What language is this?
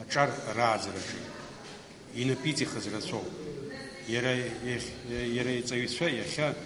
Abkhazian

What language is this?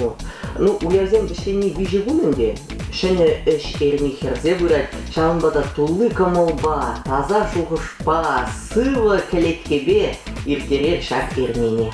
Chuvash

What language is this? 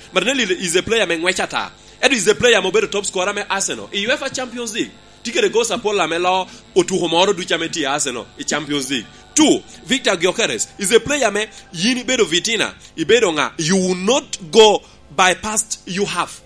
Lango (Uganda)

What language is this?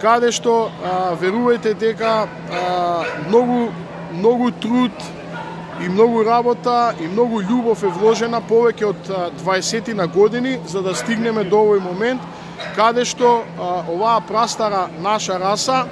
Macedonian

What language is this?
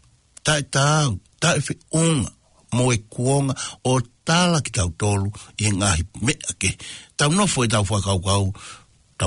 Tongan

